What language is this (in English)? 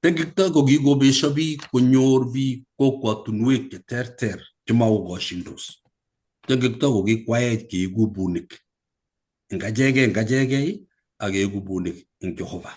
Kalenjin